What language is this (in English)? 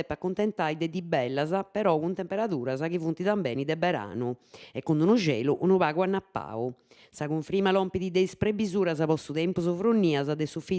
Sardinian